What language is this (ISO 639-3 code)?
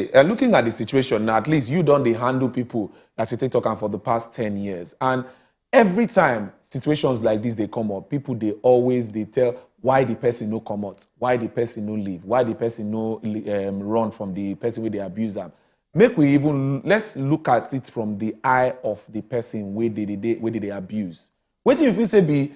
pcm